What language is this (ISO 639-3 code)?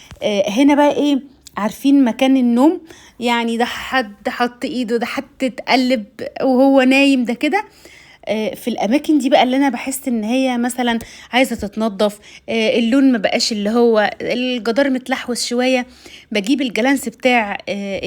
arz